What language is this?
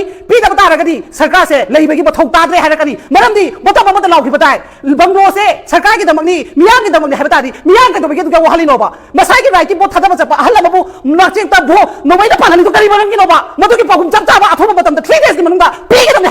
Manipuri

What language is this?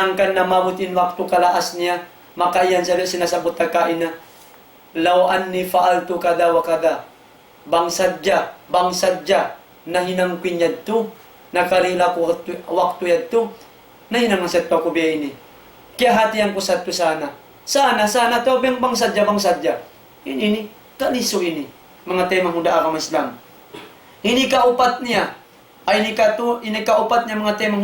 Tausug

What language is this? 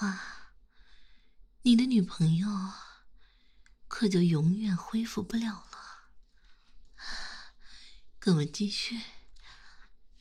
Chinese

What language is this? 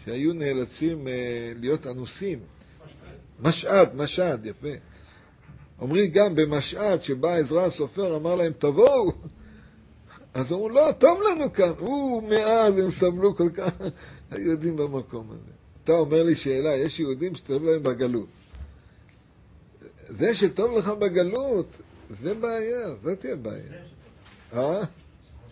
Hebrew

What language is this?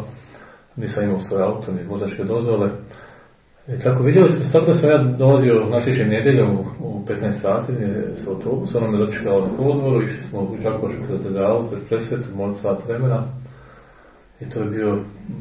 Croatian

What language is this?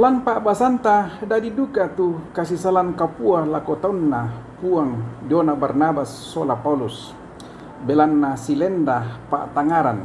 Toraja-Sa'dan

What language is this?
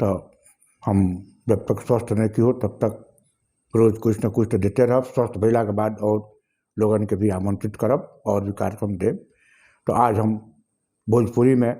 Bhojpuri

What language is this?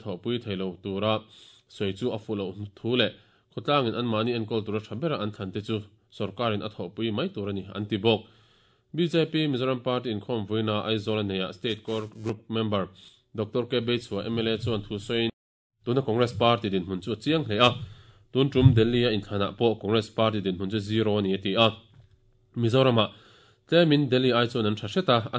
Mizo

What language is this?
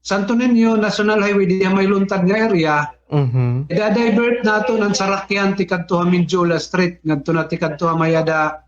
Waray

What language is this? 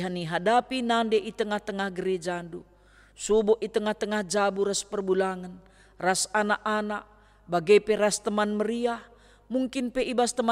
Batak Karo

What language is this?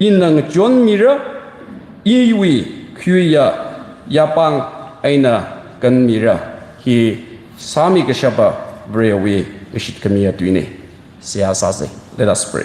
Tangkhul Naga (India)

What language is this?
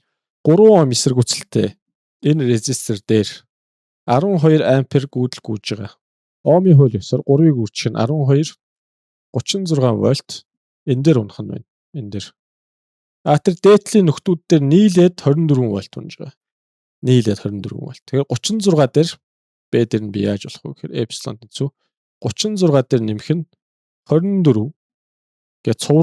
Mongolian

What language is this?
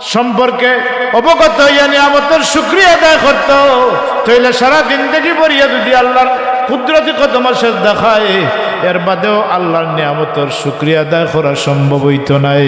Sylheti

